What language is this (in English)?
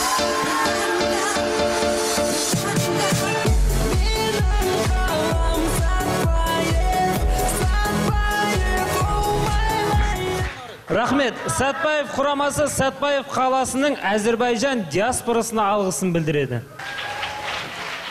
Kazakh